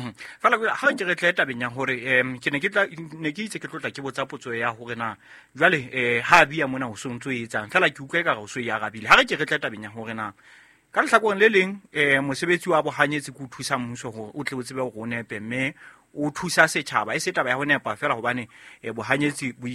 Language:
Southern Sotho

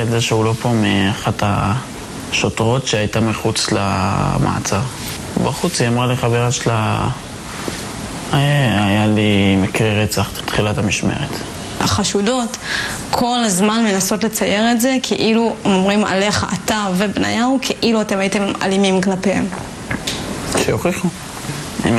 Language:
Hebrew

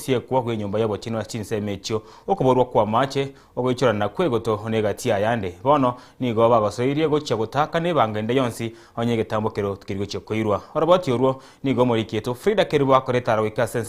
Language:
Gusii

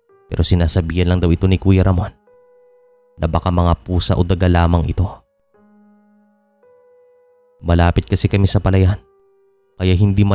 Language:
Filipino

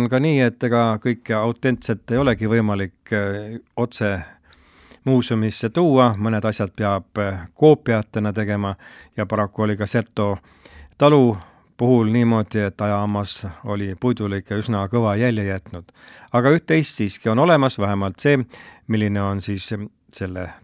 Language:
Estonian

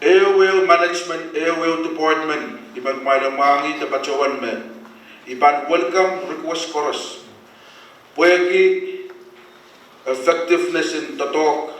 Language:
Pohnpeian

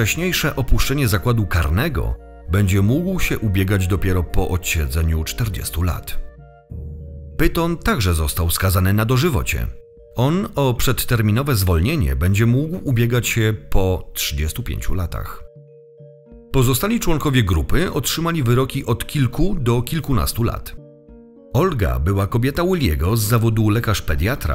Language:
Polish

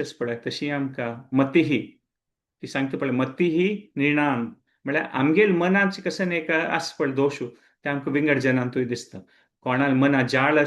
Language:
Konkani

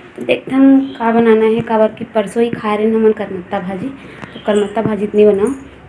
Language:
Chhattisgarhi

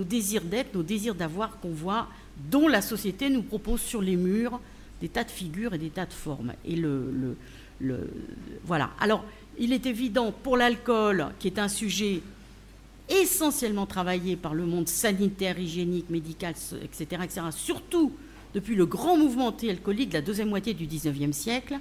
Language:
French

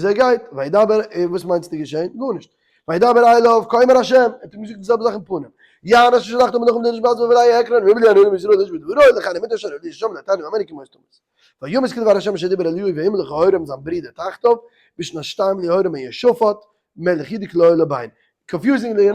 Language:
Yiddish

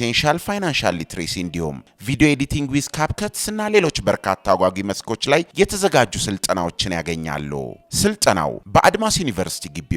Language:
Amharic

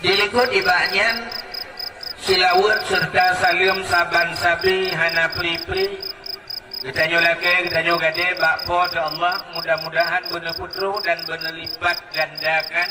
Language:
Achinese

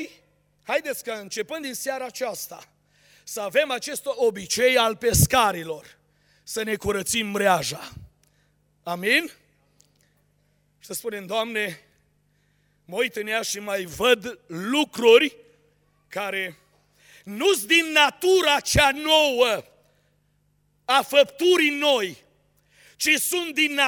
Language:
Romanian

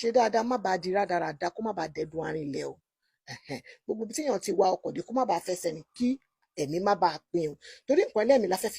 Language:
Yoruba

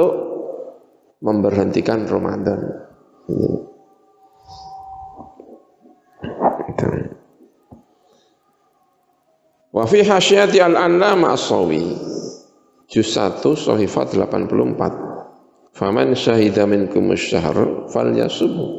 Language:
Indonesian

